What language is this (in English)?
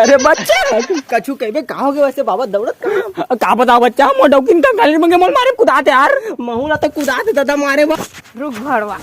Chhattisgarhi